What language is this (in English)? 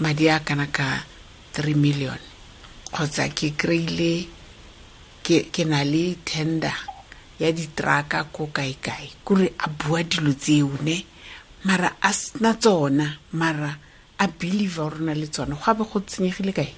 Southern Sotho